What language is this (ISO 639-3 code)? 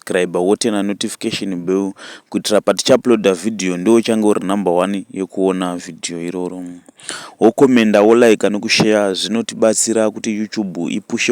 sna